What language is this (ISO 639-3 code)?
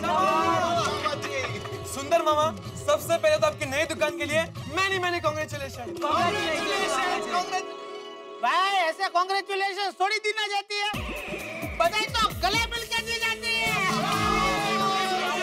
hin